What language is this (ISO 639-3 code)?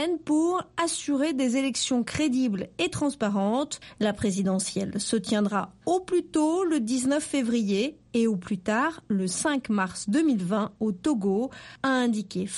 fra